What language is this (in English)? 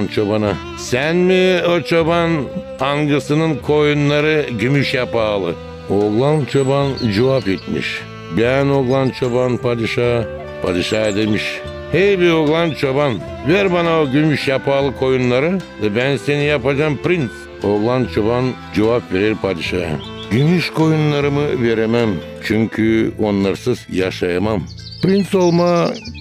Gagauz